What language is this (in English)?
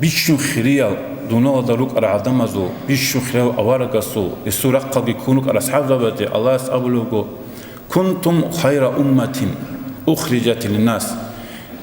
Avaric